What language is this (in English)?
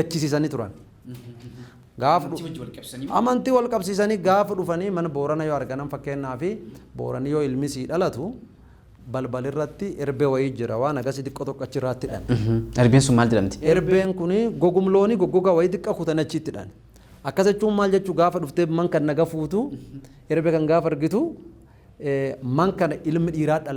Oromo